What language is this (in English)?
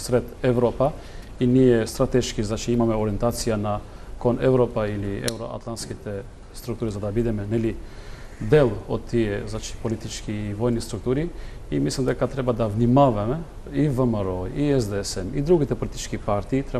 Macedonian